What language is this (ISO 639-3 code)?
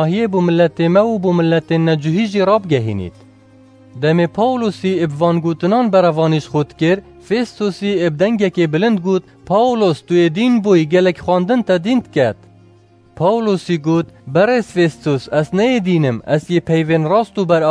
kur